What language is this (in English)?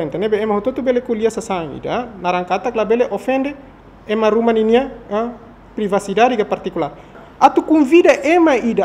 Tetum